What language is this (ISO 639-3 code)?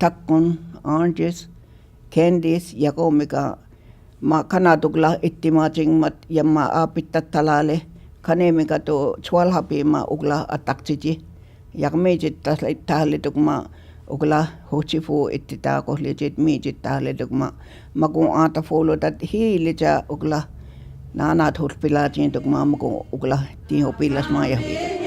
cho